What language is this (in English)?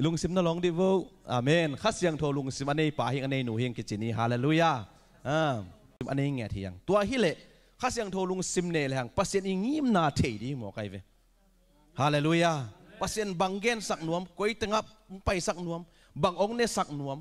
Tedim Chin